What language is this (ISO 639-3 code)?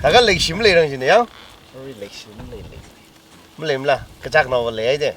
nmf